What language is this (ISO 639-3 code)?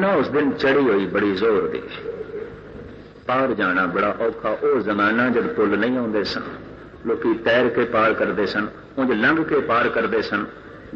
pan